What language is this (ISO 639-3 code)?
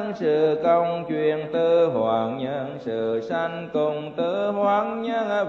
vie